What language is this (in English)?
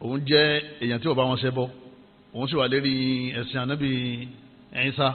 Yoruba